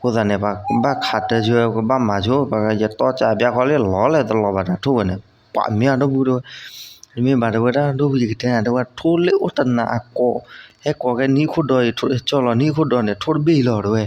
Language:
S'gaw Karen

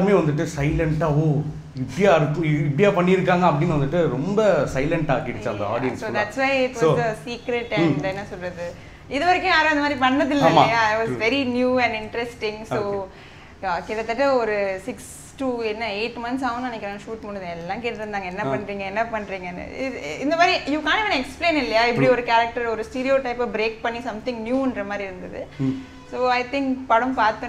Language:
Tamil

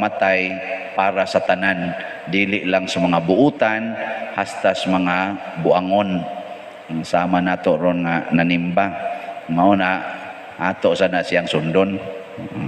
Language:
Cebuano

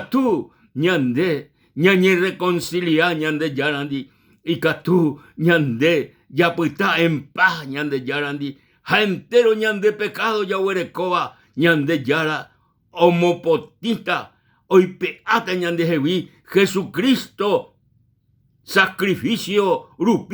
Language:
Guarani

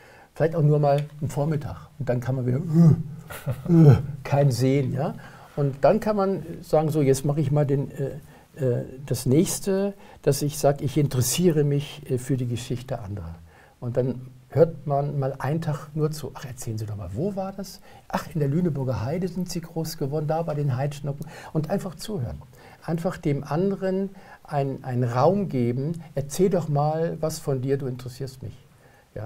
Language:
German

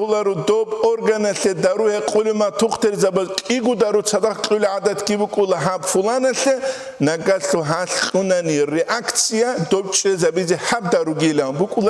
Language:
Avaric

